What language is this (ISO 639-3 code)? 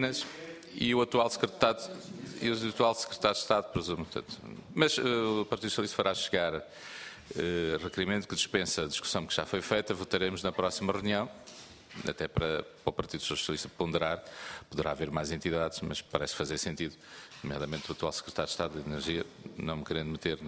por